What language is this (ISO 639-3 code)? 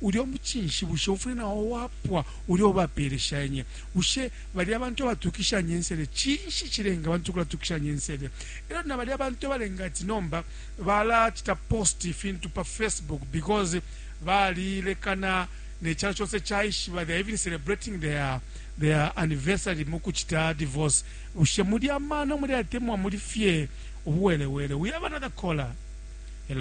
bem